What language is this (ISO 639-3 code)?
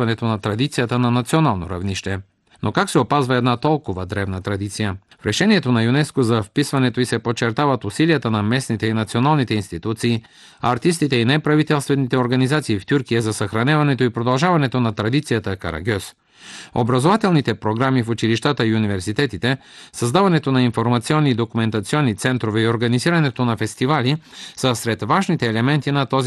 bul